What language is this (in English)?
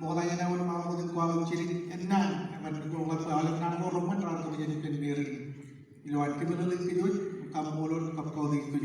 Marshallese